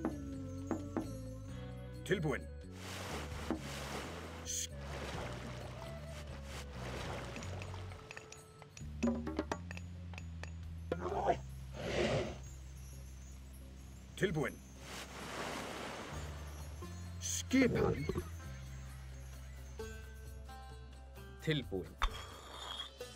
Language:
Icelandic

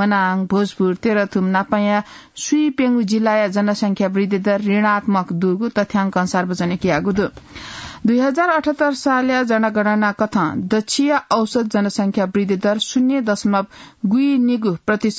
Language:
Newari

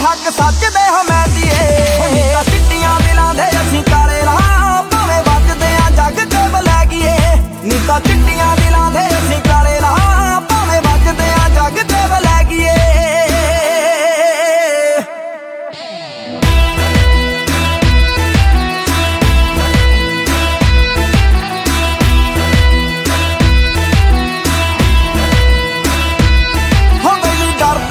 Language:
Punjabi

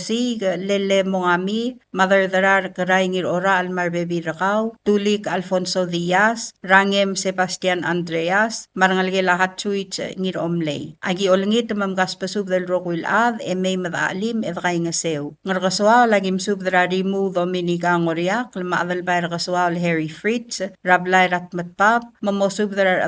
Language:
Palauan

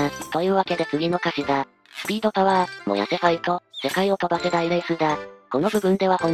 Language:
Japanese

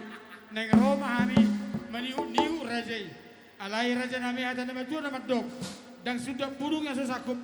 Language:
Batak Toba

